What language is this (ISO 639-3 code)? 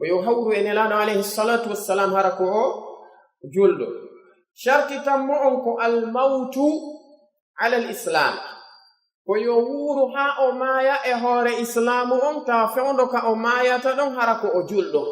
fuf